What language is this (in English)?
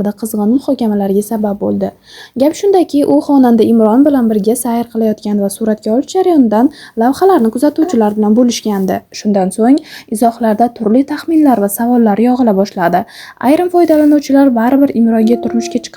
Uzbek